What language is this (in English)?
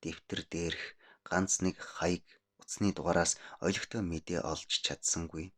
Mongolian